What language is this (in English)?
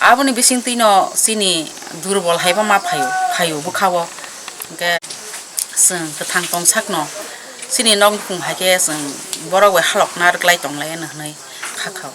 Kok Borok